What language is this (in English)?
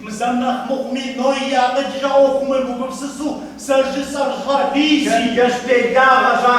Kabardian